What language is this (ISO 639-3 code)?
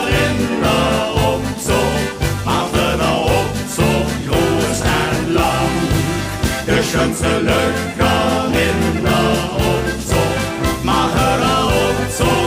lim